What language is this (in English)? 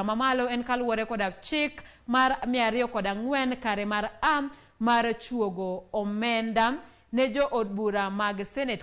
Luo (Kenya and Tanzania)